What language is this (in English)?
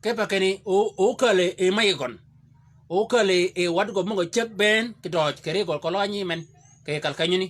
Shilluk